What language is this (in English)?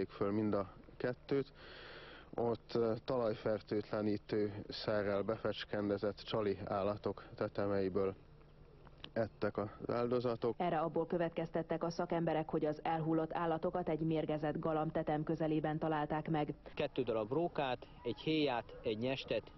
Hungarian